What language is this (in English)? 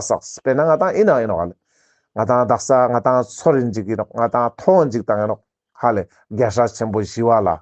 Ladakhi